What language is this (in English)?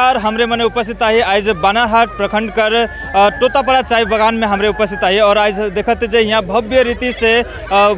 Sadri